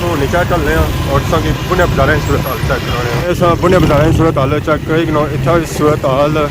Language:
Pahari-Potwari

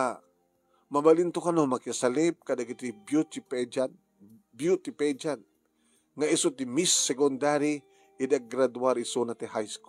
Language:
Iloko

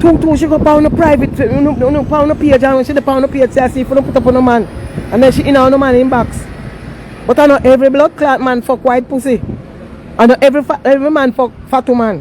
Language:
Jamaican Creole English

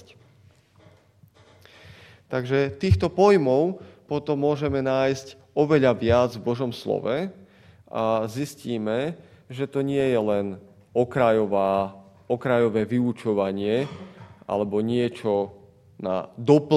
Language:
Slovak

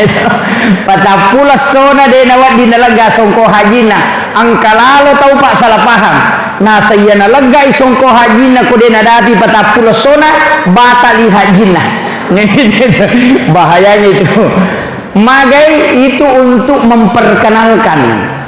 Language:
Buginese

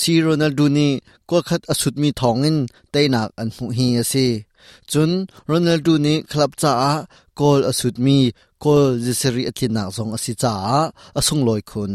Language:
Hakha Chin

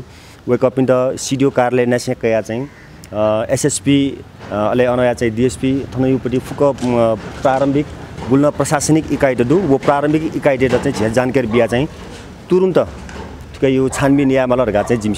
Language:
Newari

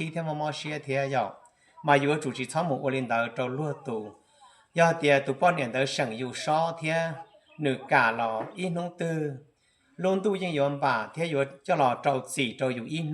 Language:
Hmong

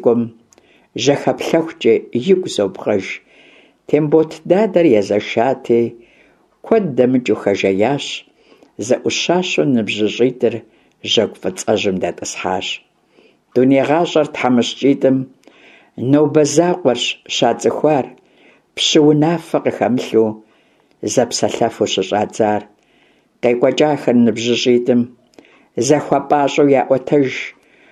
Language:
Kabardian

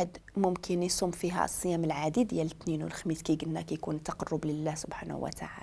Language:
Moroccan Arabic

